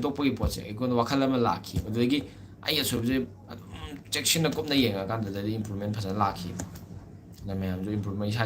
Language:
Manipuri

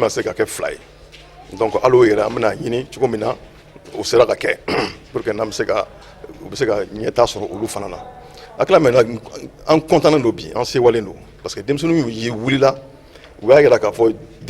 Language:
Bambara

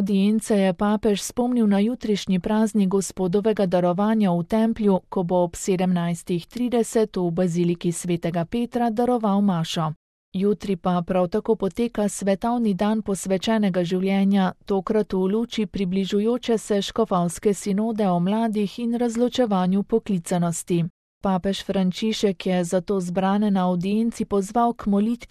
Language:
Slovenian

